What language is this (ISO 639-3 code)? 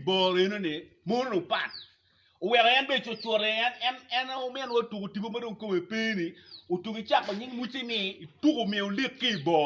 ach